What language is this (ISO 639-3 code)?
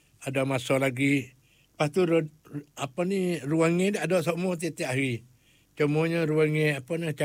msa